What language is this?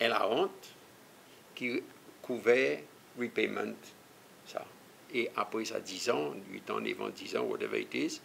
Seselwa Creole French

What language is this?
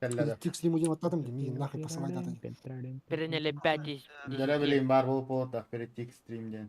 Yakut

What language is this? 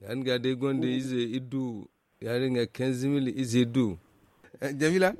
Zarma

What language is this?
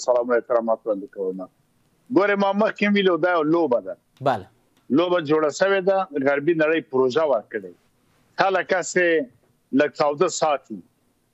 Pashto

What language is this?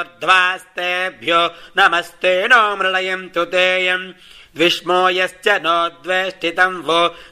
Sanskrit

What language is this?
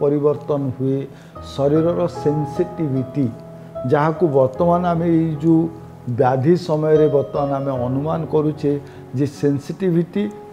Odia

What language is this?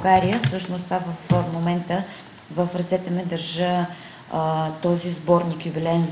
Bulgarian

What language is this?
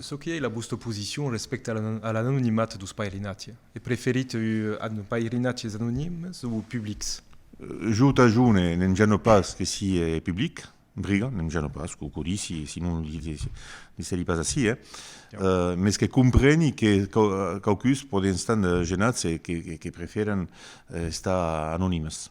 Occitan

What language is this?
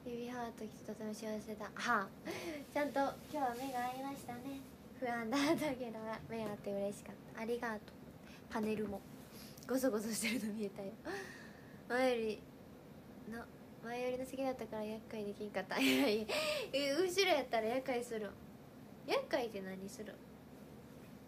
Japanese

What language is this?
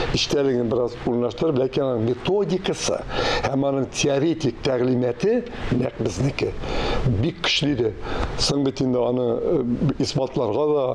Tatar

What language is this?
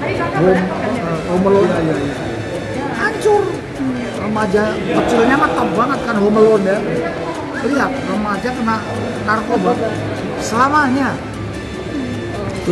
Indonesian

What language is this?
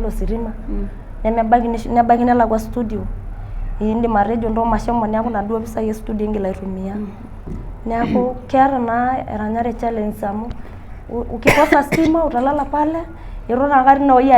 Masai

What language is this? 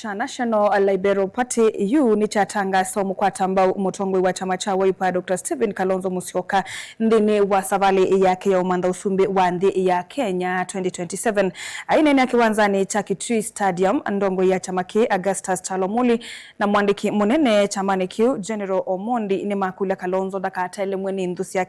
Kamba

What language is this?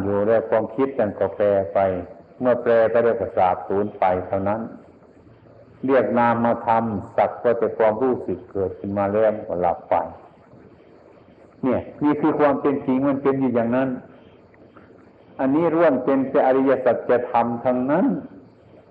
Thai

